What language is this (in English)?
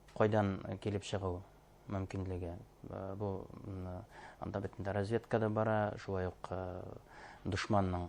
Bashkir